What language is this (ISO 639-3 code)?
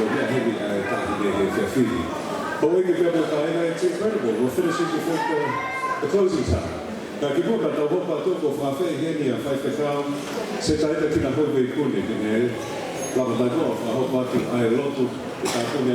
ton